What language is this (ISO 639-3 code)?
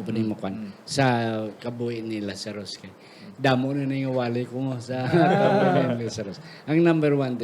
hil